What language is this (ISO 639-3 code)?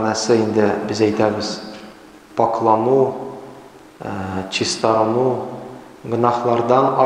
tat